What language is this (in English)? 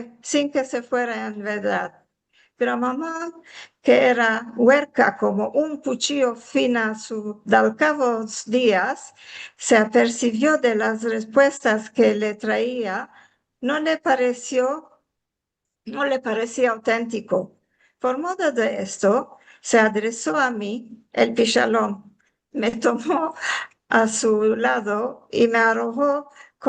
Ladino